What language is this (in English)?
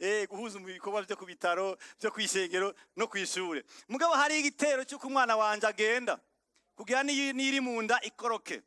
Rundi